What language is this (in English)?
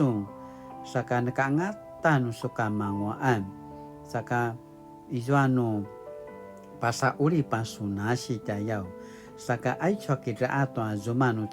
Paiwan